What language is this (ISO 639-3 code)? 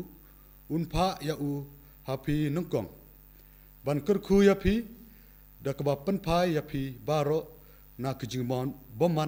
kha